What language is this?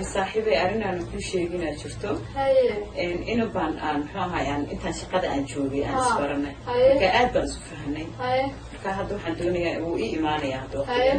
Somali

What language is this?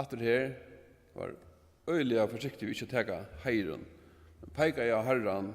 Faroese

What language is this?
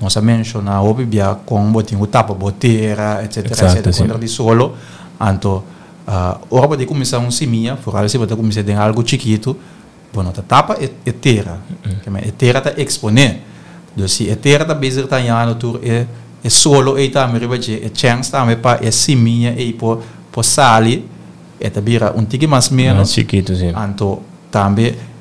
Papiamento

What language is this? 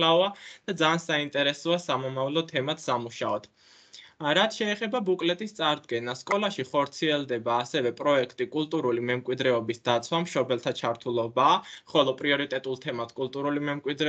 Georgian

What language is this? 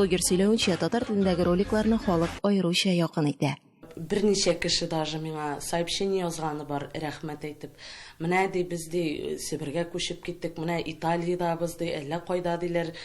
Tatar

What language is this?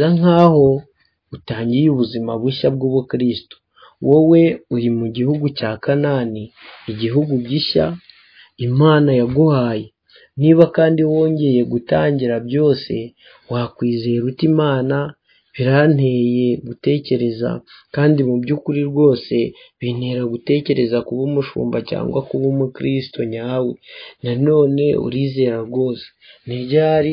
Kinyarwanda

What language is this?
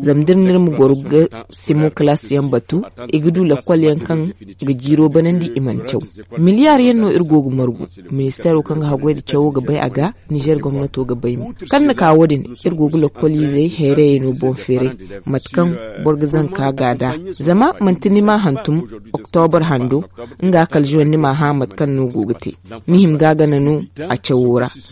Zarma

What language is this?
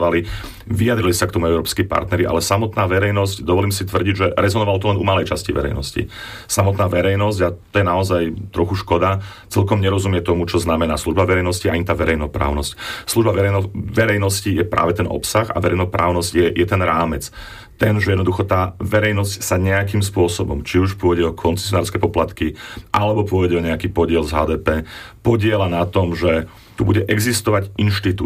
Slovak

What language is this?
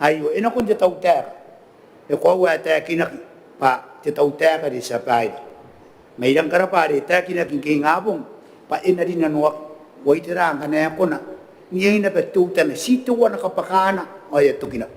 Gilbertese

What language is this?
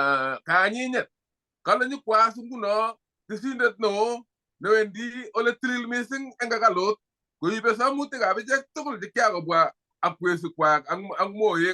Kalenjin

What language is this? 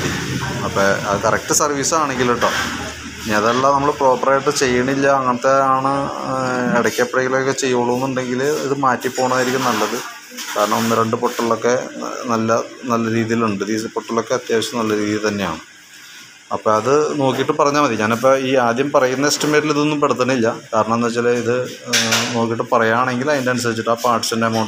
Malayalam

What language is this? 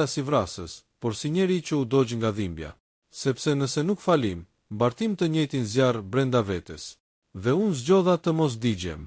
Albanian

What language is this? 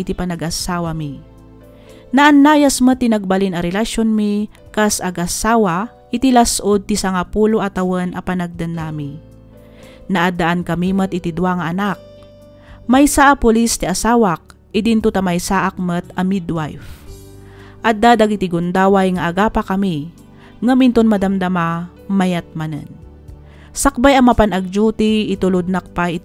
Iloko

